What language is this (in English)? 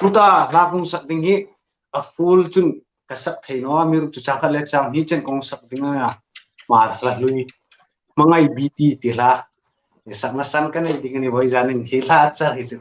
Hmar